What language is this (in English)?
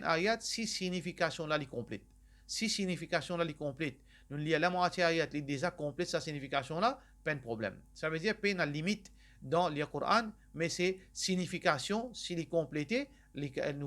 Morisyen